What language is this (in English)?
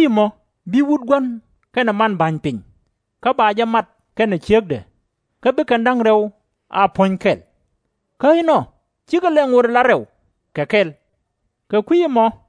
Nuer